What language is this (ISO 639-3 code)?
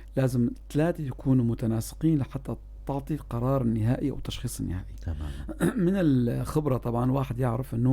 apc